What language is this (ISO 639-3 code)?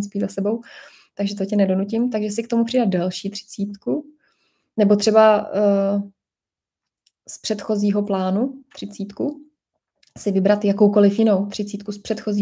ces